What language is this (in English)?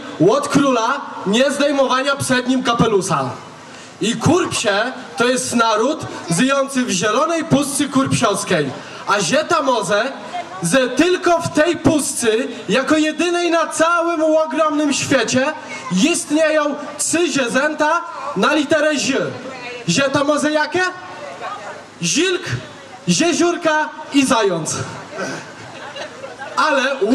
Polish